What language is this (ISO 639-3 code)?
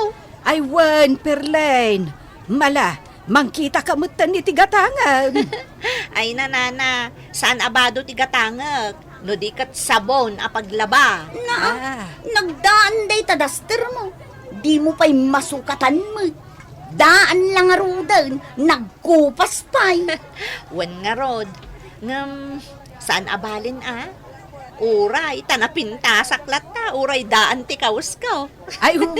ilo